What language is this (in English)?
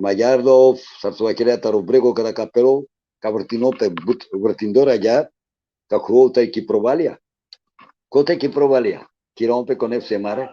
Balkan Romani